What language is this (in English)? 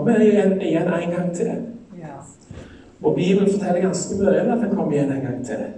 Norwegian